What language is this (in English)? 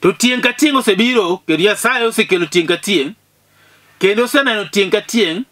Luo (Kenya and Tanzania)